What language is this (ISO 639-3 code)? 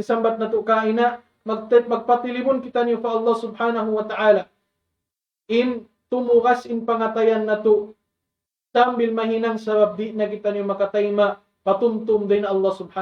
tsg